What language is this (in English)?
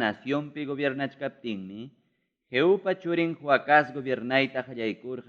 Ayacucho Quechua